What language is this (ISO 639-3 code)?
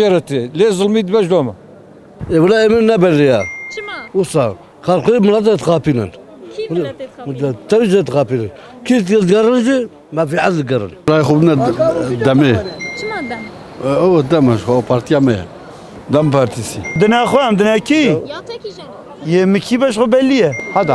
kur